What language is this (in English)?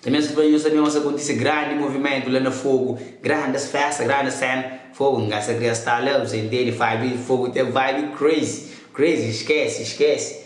Kabuverdianu